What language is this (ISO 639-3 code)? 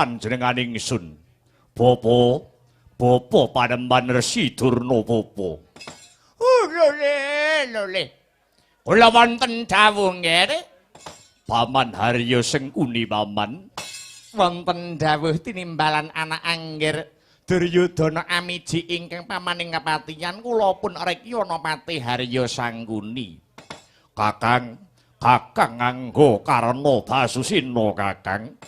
jav